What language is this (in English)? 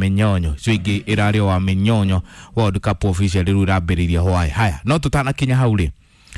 Kikuyu